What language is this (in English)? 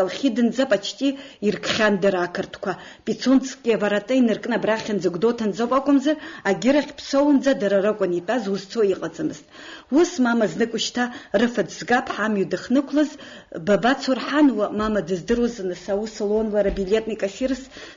Abkhazian